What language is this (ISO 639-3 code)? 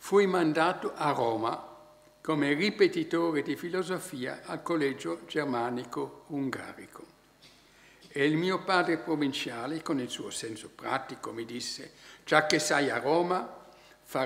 ita